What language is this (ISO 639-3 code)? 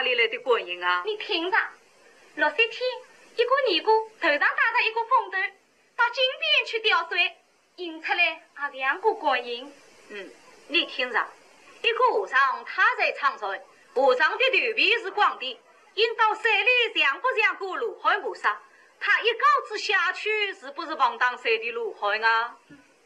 wuu